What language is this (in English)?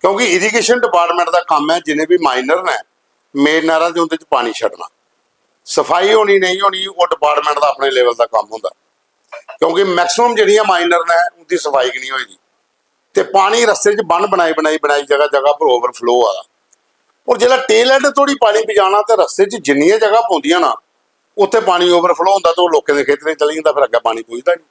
Dogri